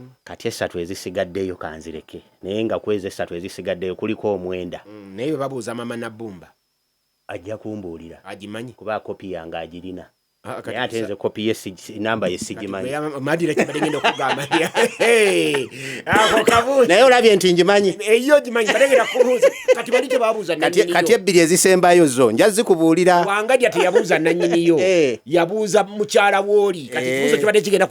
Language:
Ganda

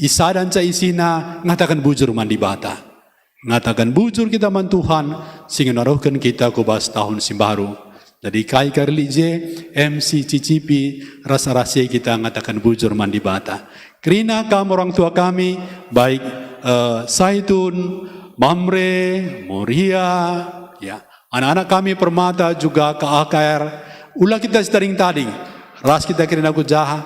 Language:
Batak Karo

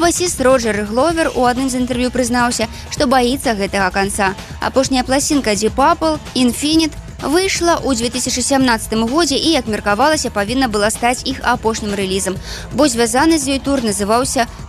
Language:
Belarusian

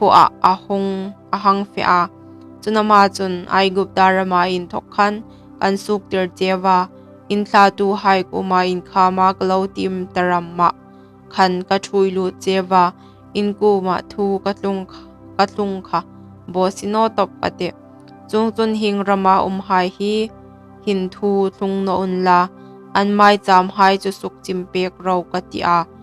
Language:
Hmar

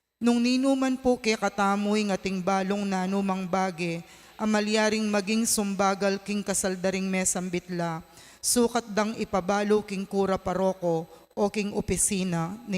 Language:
Pampanga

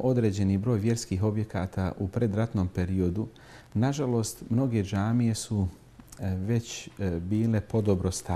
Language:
Bosnian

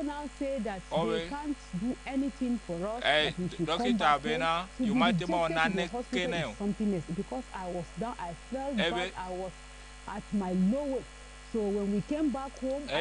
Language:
Ewe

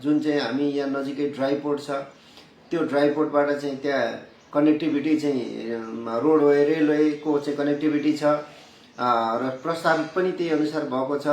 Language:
Nepali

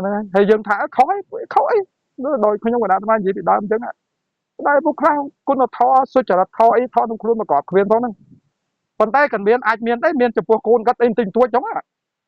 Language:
Khmer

